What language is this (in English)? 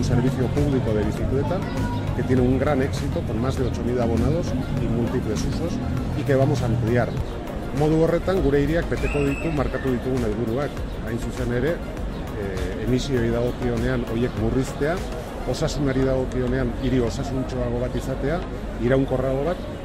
Basque